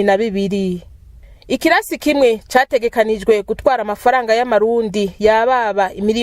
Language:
Rundi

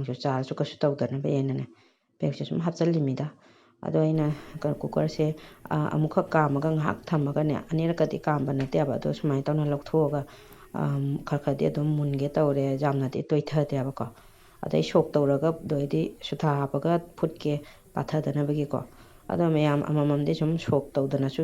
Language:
Manipuri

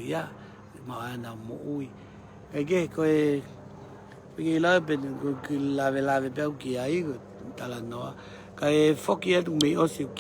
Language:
Tongan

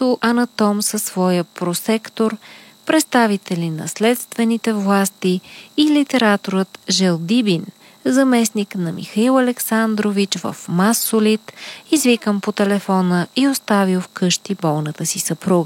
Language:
Bulgarian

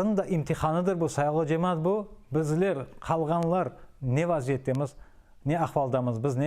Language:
Crimean Tatar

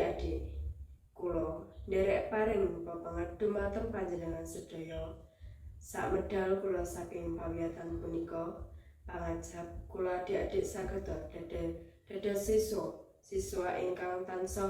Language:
Javanese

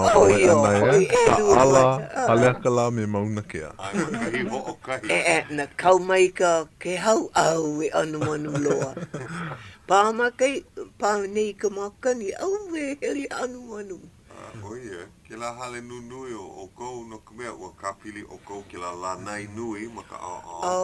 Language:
Hawaiian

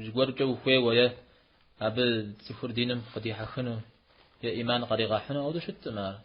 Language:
Kabardian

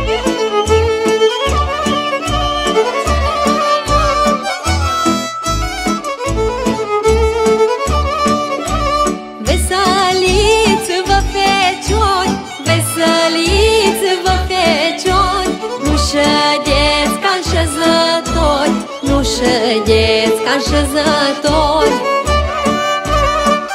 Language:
Romanian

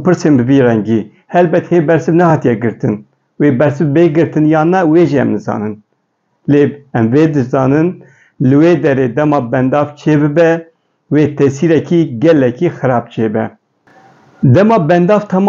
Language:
Kurdish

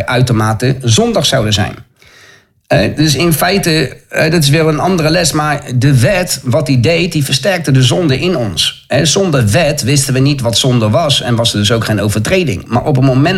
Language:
Dutch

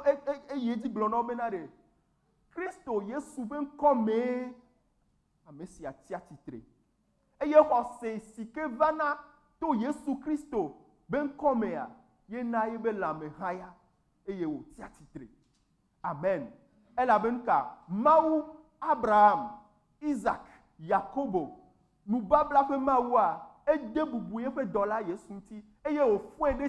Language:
Ewe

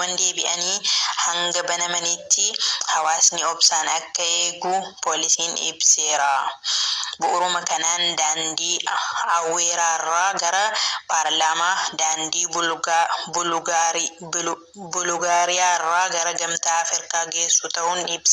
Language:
Oromo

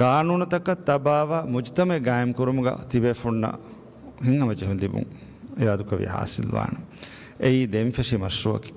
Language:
Divehi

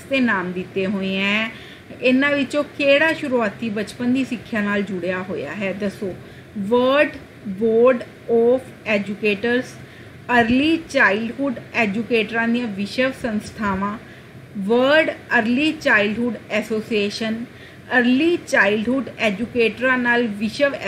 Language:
Punjabi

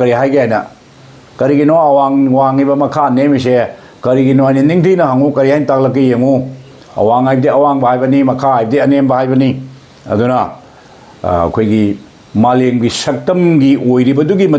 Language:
Manipuri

